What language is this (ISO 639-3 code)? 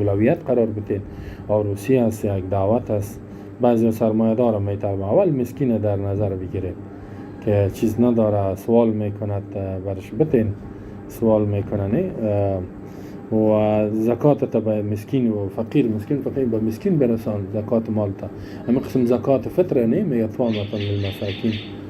fas